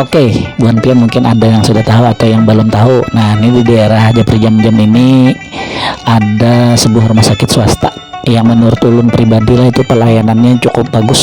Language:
Banjar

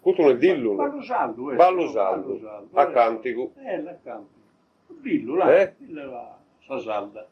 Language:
Sardinian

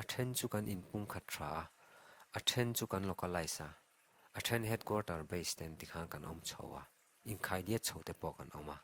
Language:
Mizo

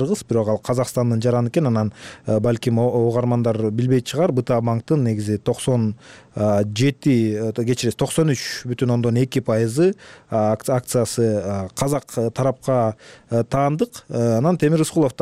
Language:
Kyrgyz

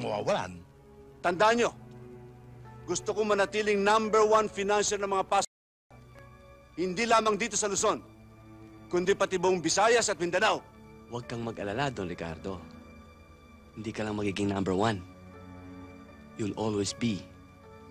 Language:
Filipino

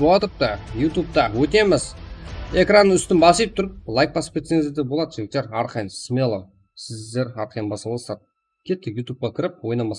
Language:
Kara-Kalpak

